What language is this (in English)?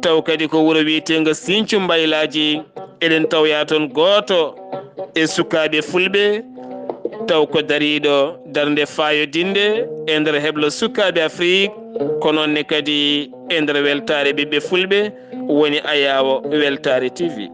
Fula